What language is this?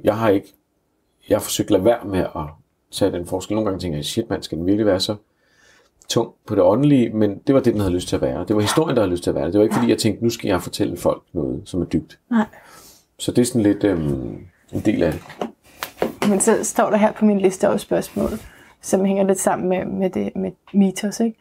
Danish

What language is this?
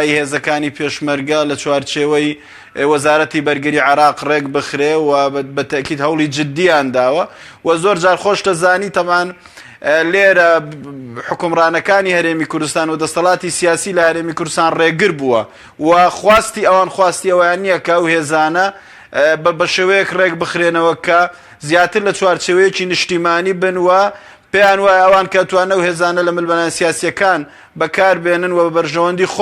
Central Kurdish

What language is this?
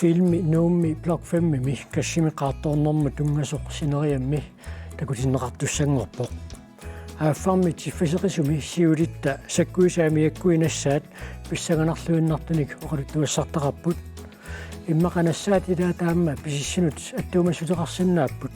Kalaallisut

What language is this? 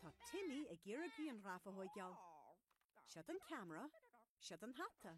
Irish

